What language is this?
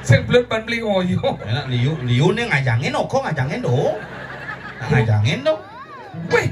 Balinese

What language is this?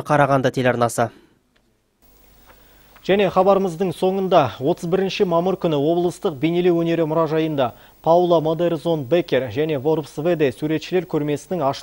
Kazakh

